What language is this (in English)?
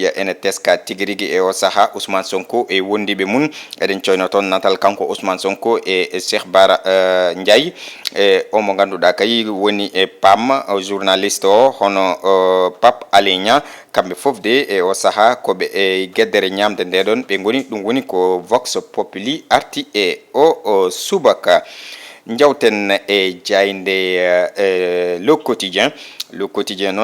Fula